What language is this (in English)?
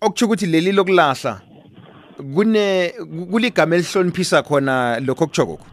South Ndebele